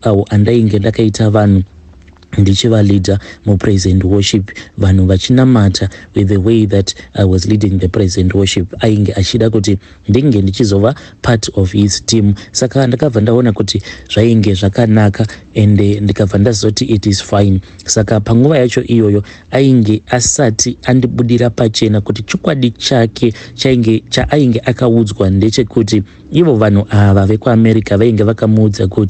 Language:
Shona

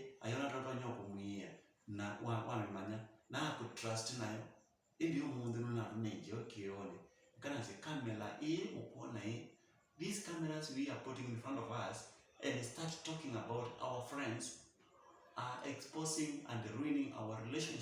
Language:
Kamba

